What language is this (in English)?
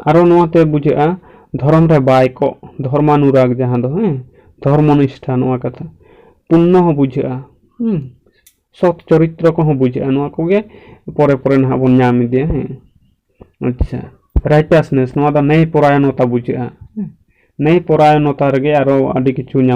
Santali